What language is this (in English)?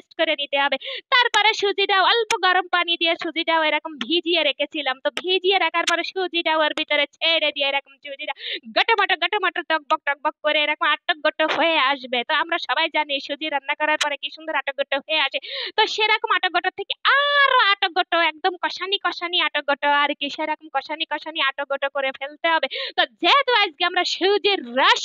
Bangla